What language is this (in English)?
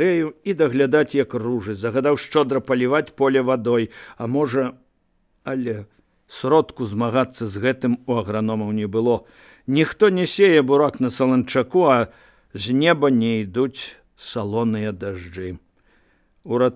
Belarusian